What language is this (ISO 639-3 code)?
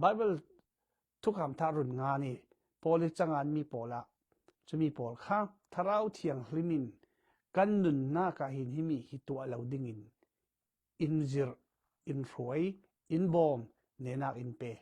cfm